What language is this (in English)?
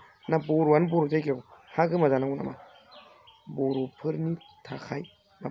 Bodo